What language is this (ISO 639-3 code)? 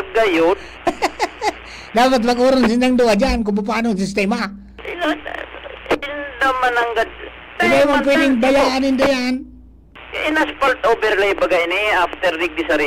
bik